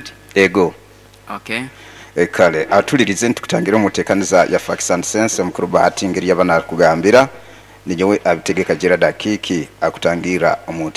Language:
Nyoro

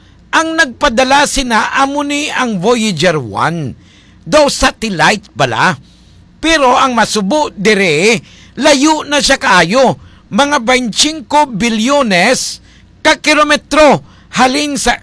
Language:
Hiligaynon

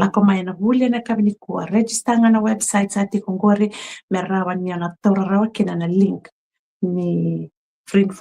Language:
Fijian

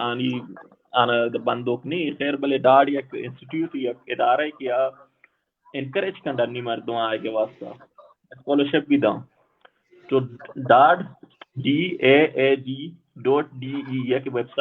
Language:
Baluchi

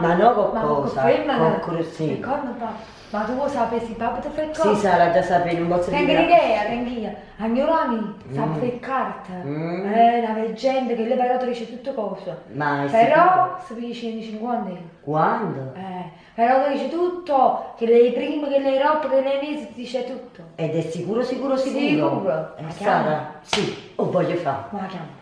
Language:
Neapolitan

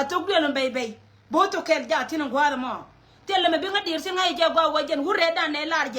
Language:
Nuer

